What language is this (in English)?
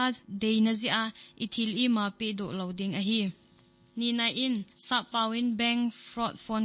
Thado Chin